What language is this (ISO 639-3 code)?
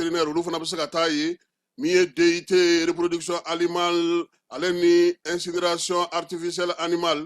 bam